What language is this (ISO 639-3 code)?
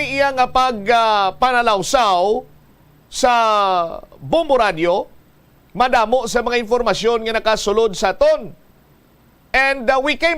hil